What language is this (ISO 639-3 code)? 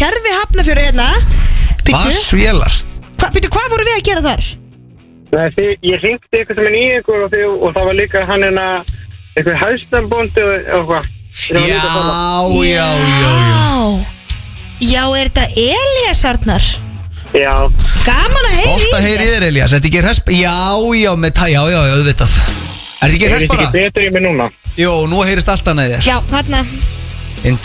isl